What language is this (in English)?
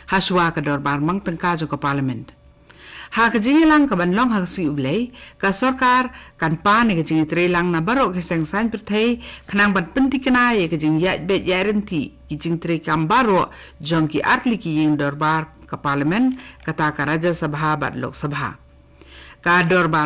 Khasi